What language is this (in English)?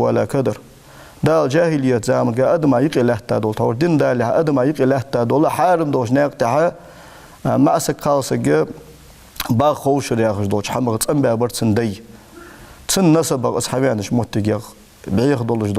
Ingush